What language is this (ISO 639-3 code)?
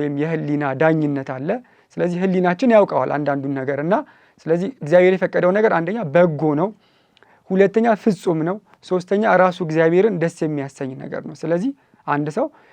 amh